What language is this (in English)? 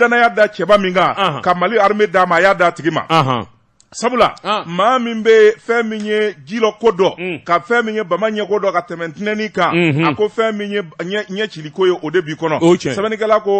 Bambara